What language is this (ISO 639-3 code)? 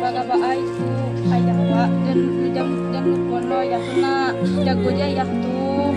min